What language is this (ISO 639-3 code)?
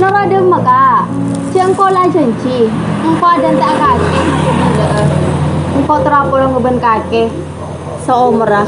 mad